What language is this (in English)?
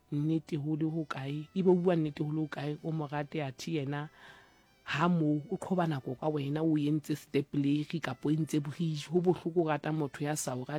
Southern Sotho